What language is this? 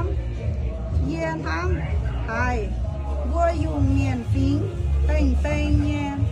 Iu Mien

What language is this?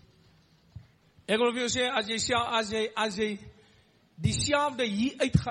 Afrikaans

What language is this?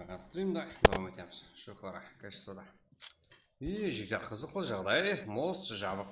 Kara-Kalpak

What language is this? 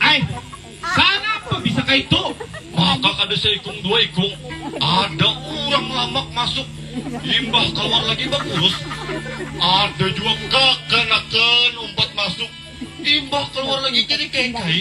Banjar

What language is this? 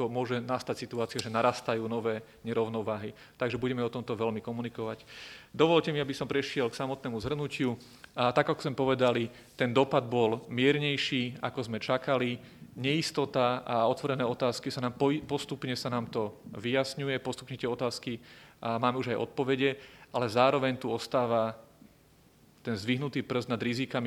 Slovak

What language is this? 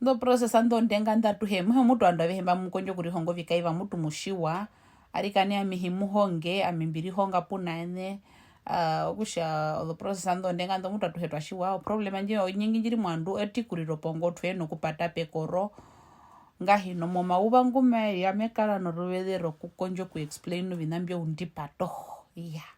Herero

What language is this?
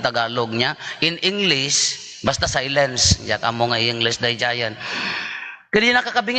Iloko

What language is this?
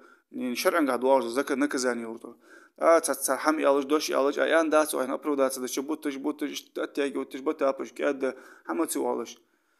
Ingush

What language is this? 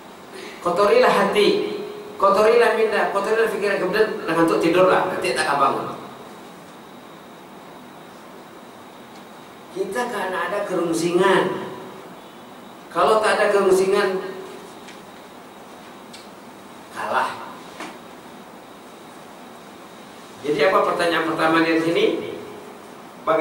Malay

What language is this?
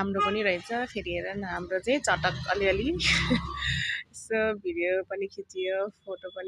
Nepali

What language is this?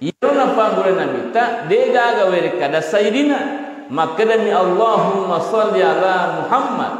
Buginese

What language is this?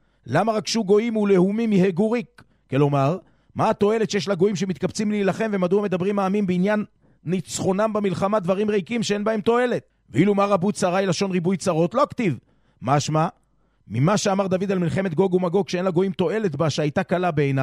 Hebrew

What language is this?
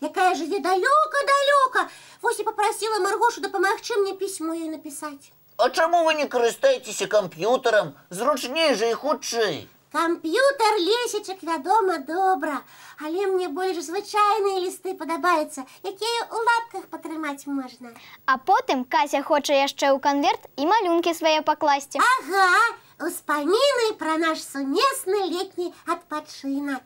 Belarusian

